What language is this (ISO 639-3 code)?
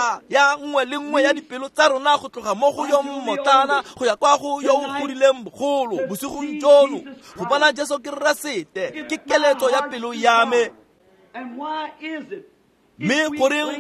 tsn